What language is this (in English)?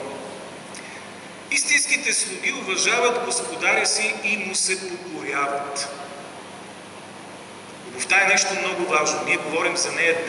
Bulgarian